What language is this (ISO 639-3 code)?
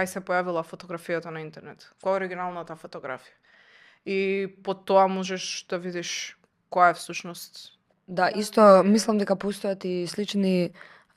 mkd